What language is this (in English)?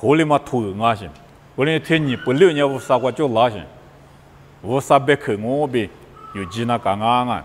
Lisu